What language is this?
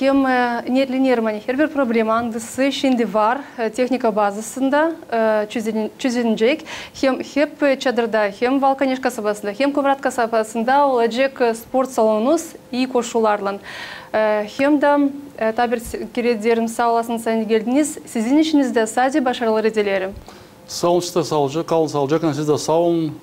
Gagauz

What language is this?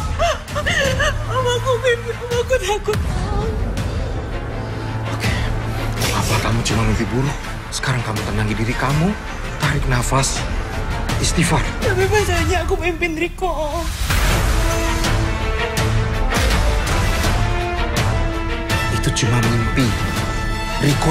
Indonesian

